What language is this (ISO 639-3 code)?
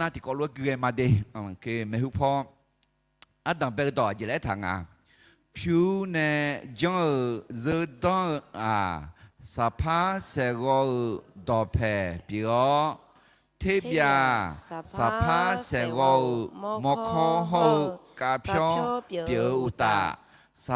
ahk